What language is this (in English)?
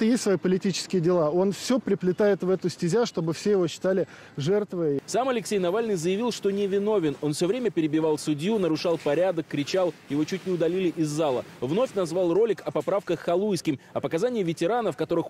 Russian